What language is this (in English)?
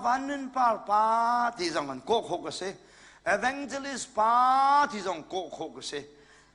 Hakha Chin